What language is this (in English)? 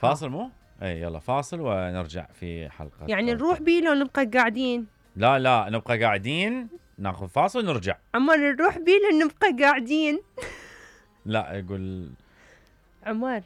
Mesopotamian Arabic